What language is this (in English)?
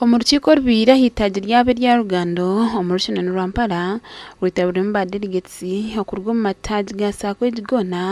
Nyankole